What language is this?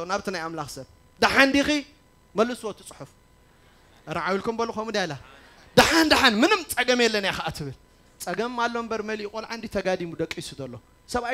Tigrinya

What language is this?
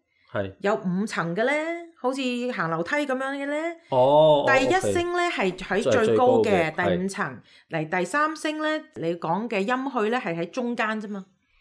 Cantonese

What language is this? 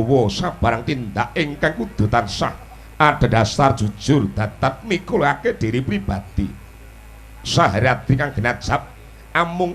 Javanese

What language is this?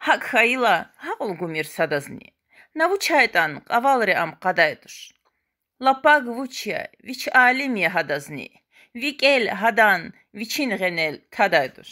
Lezghian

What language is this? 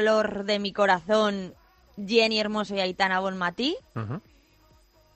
Spanish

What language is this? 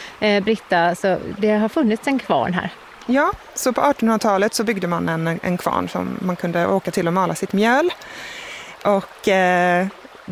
Swedish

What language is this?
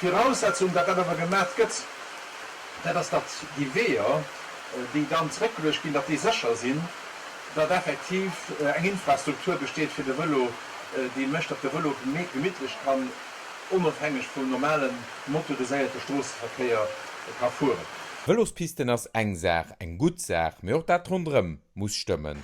Luxembourgish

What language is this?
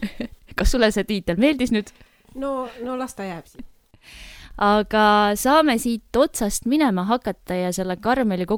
Estonian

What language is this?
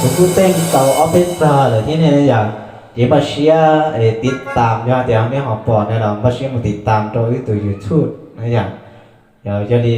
Hmong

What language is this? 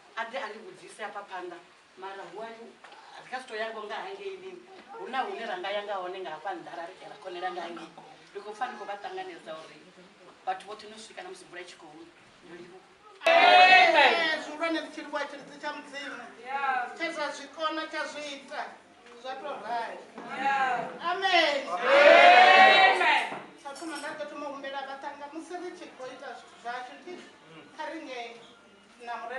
Venda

